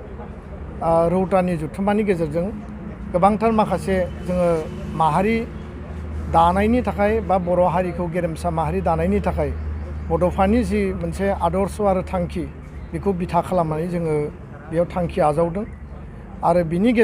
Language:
Bodo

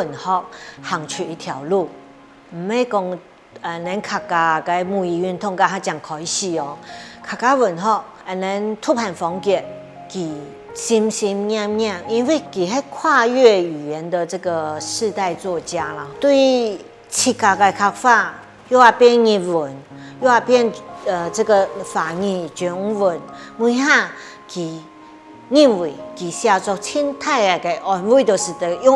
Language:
Hakka Chinese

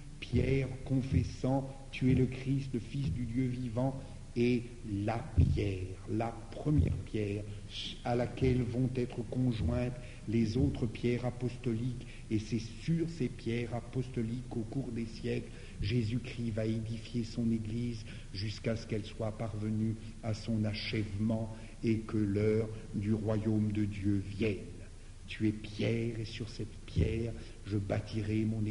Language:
French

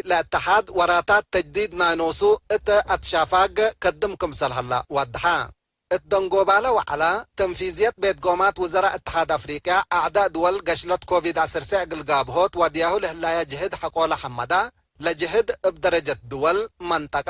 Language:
Tigre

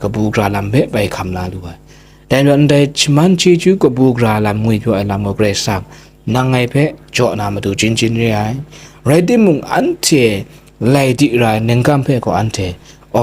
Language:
Kachin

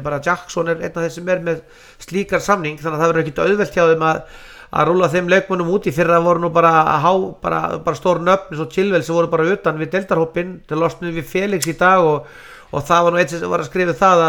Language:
Icelandic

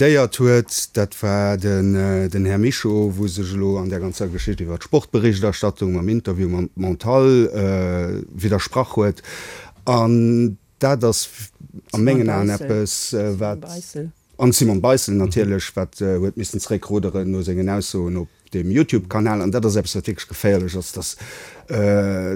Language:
Luxembourgish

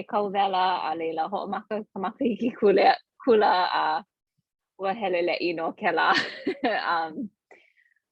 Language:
Hawaiian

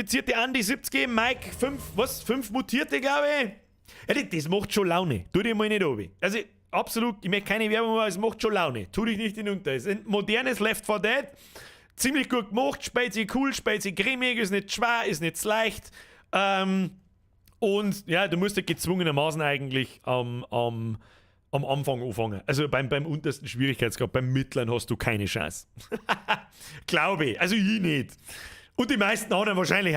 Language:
Bavarian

